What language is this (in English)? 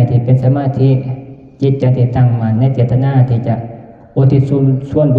Northeastern Thai